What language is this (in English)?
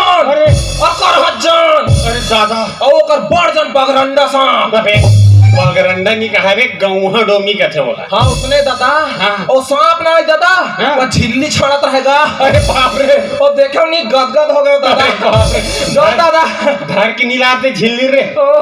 Chhattisgarhi